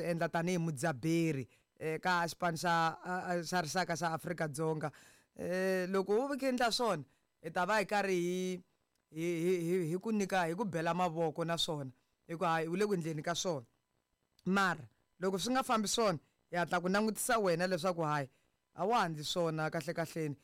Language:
Tsonga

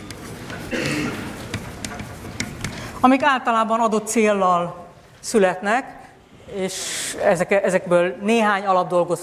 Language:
Hungarian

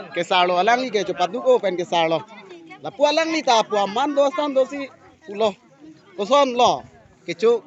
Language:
Karbi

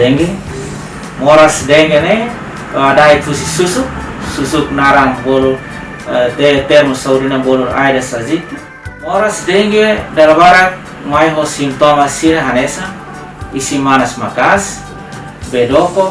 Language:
Tetum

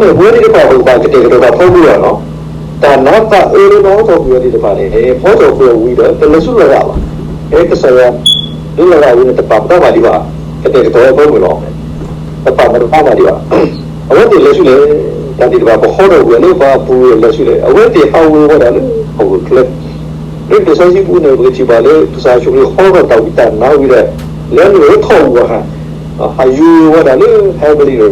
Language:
S'gaw Karen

